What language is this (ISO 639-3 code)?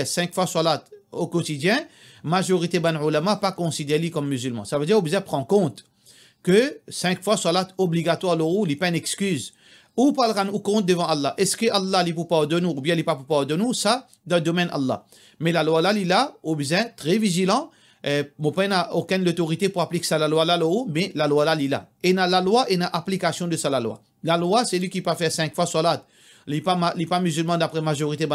mfe